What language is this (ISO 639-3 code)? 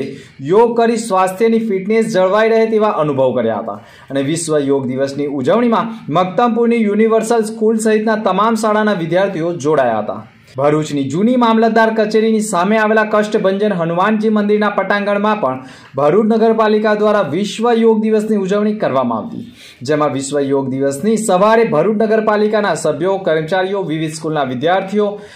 guj